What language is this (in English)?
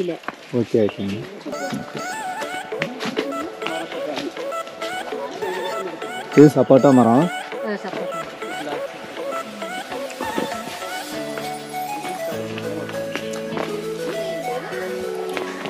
Tamil